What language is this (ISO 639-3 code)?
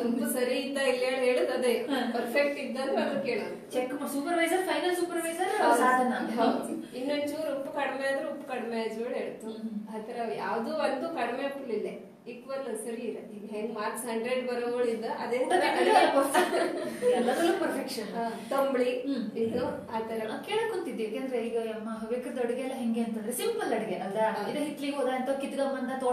kan